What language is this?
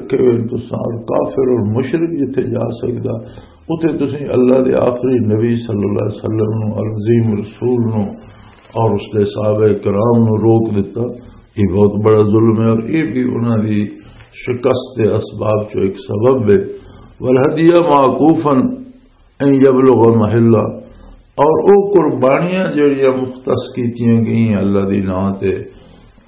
Western Panjabi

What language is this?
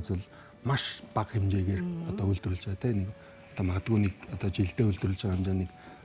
Mongolian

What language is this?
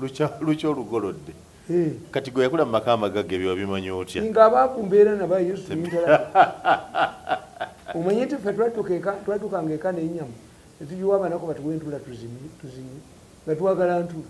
Ganda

